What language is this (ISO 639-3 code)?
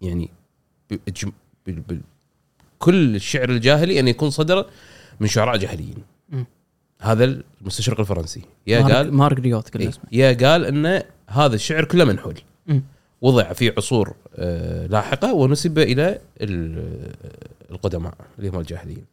afb